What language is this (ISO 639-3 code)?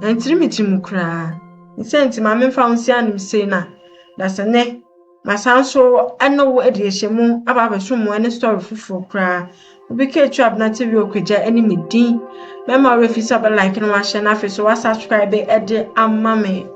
aka